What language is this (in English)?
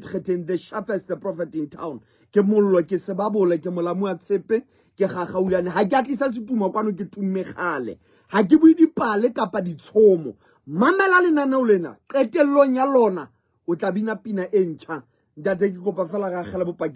Southern Sotho